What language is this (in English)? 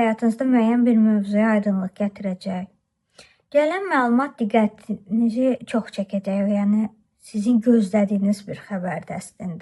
Azerbaijani